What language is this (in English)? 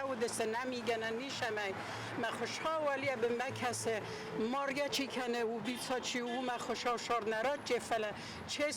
Ossetic